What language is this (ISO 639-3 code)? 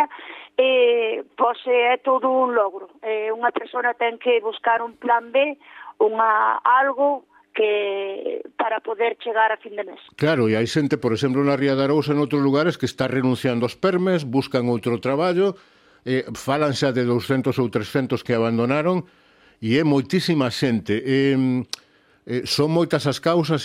glg